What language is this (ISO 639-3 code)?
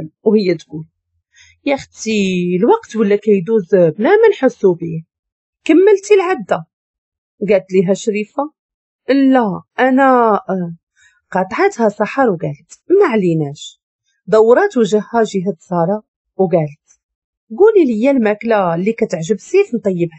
ary